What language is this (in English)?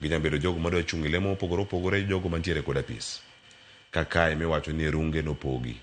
Luo (Kenya and Tanzania)